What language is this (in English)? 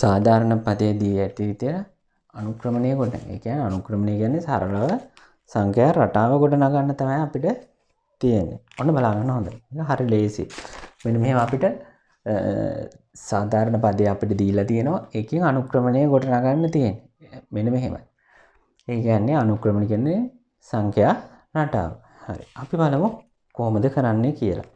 Sinhala